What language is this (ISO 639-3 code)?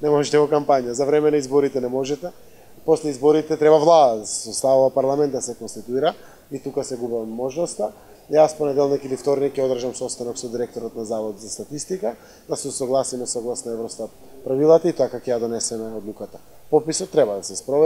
mkd